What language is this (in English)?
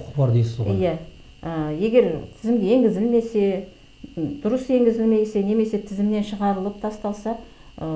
Kazakh